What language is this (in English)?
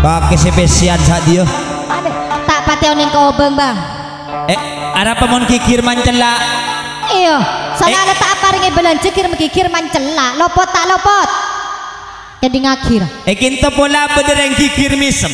Madurese